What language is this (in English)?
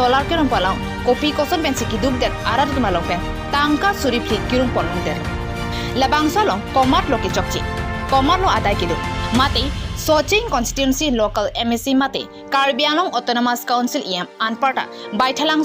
Karbi